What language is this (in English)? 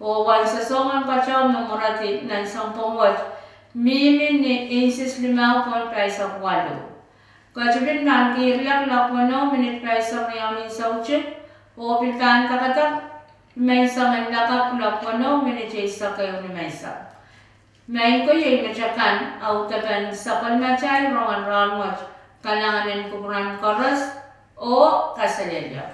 Pohnpeian